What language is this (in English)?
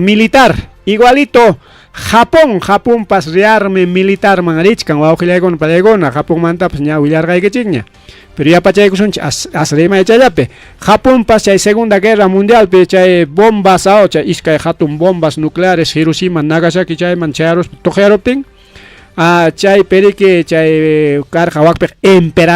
Ayacucho Quechua